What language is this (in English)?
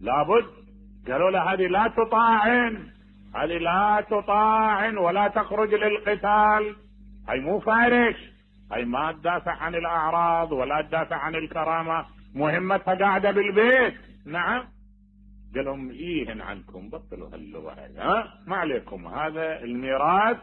Mesopotamian Arabic